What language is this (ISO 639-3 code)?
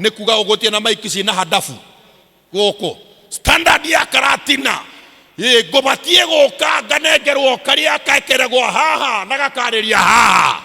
kik